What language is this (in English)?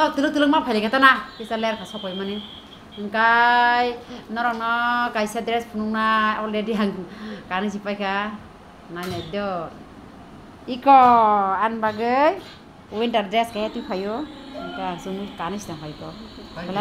Kok Borok